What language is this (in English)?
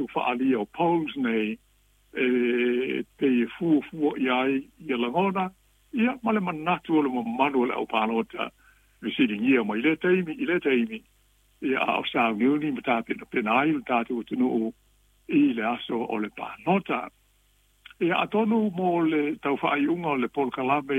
Samoan